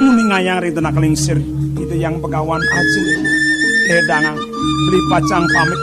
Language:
Balinese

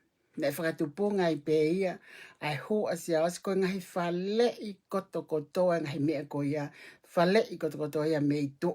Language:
Tongan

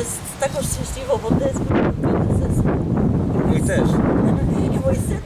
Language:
Silesian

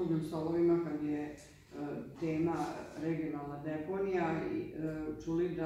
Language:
Serbian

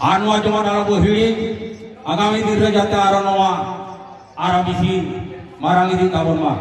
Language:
Santali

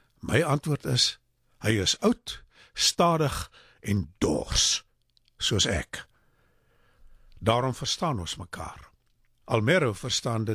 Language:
Afrikaans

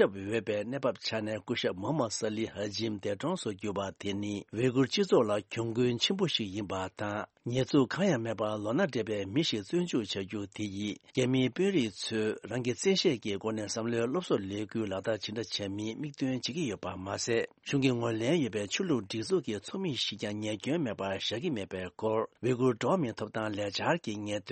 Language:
Tibetan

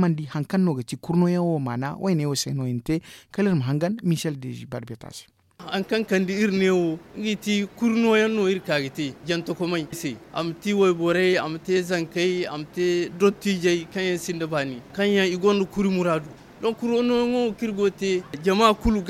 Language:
Zarma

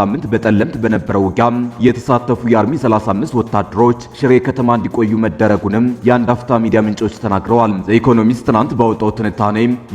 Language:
Amharic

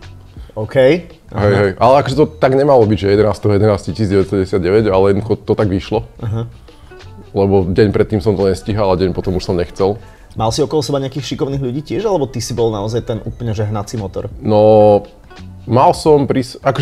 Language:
Slovak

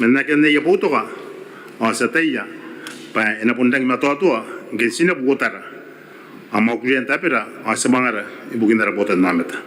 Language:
Gilbertese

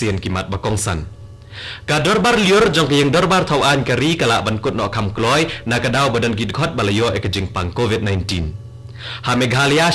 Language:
Khasi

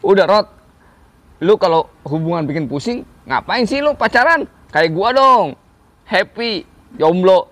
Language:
Betawi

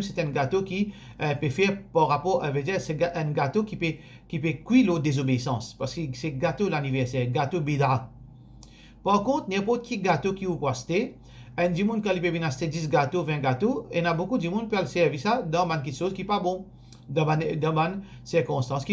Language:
Morisyen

